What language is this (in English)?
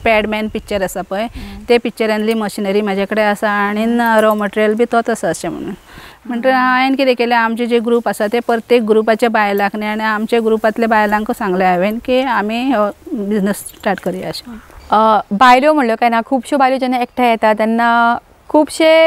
Konkani